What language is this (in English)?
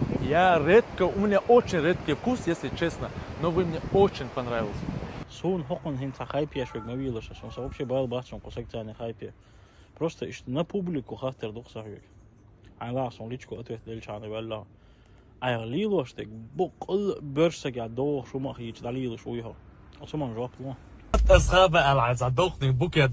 Chechen